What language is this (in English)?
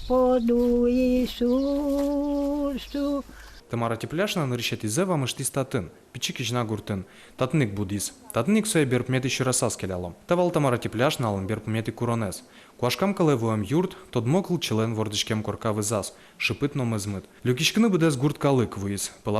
Udmurt